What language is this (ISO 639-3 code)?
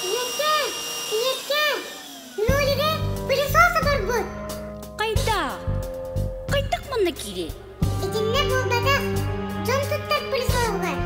sah